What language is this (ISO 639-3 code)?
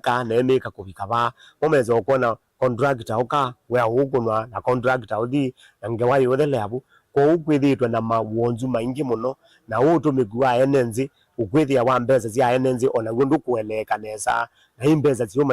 kam